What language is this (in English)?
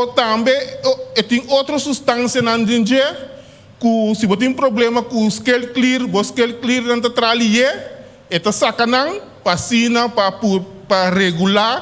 Papiamento